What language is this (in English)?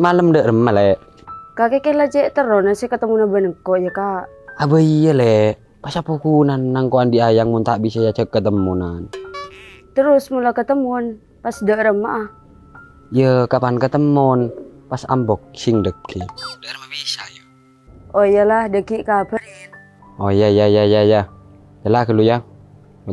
Madurese